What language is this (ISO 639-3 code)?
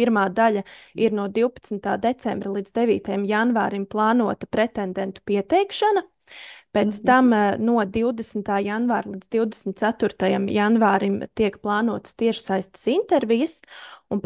lav